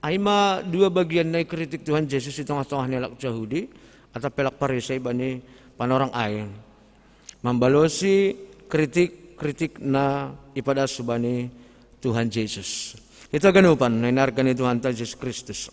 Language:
Batak Simalungun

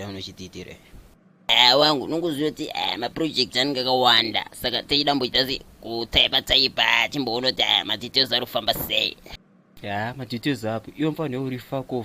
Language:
Shona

